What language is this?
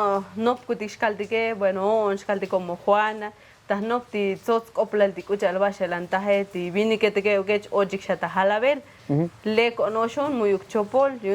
Tzotzil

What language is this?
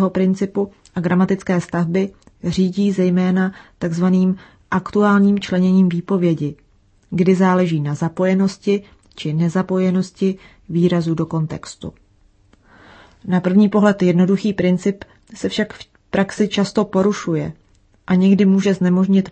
Czech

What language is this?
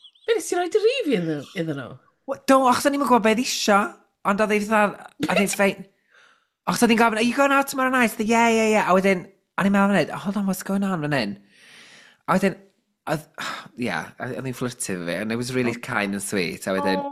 Welsh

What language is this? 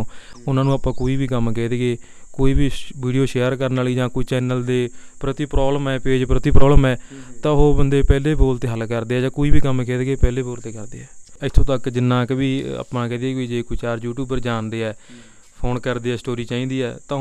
Punjabi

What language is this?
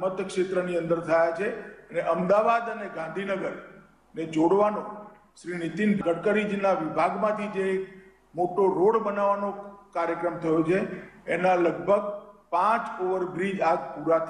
Gujarati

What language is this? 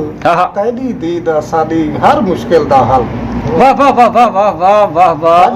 Saraiki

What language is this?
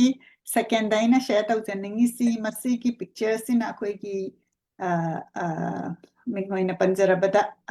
Manipuri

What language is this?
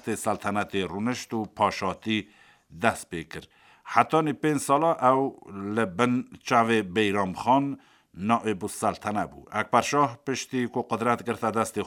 Kurdish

